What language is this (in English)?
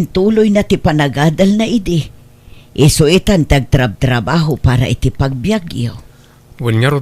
Iloko